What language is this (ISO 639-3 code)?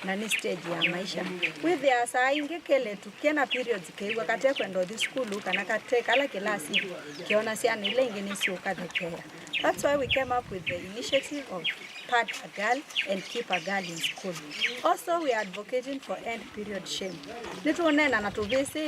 kam